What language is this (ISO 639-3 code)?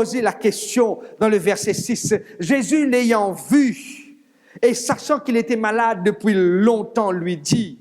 mfe